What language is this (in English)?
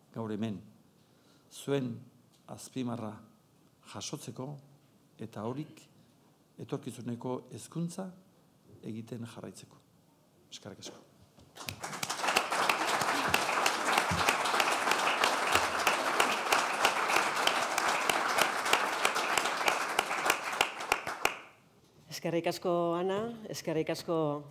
Basque